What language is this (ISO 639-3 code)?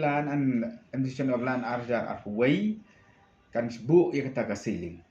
kha